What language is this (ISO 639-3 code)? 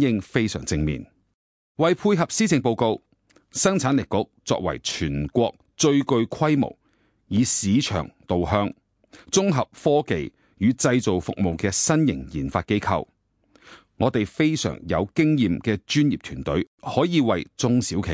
yue